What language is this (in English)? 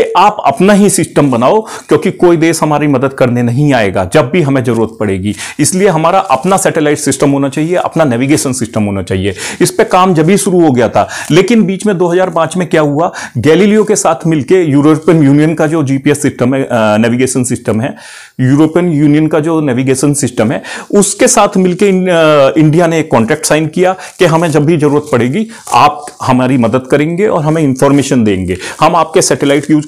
Hindi